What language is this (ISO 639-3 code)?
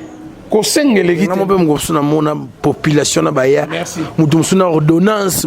lin